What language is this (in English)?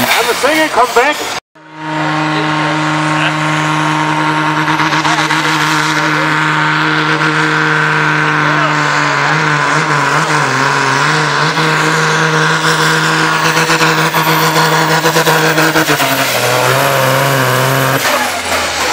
Danish